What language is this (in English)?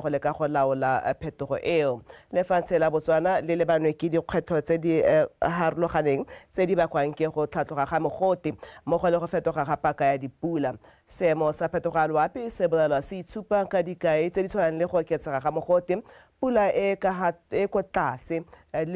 Tswana